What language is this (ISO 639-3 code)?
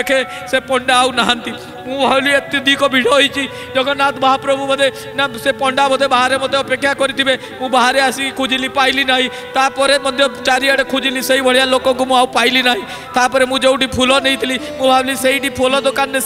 ori